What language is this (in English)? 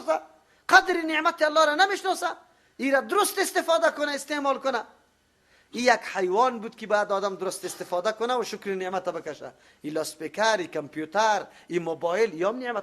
Persian